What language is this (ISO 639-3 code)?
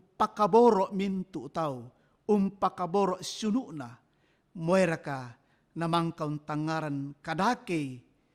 sda